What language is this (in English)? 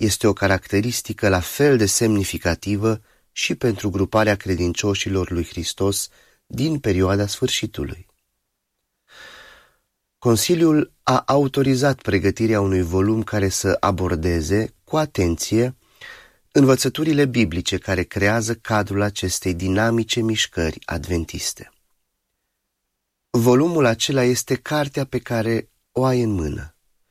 Romanian